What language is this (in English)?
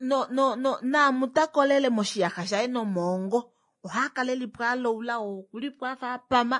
Kuanyama